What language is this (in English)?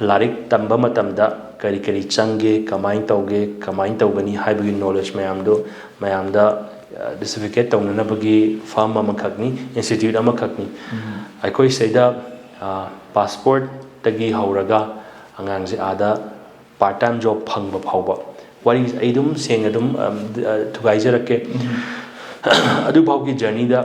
Manipuri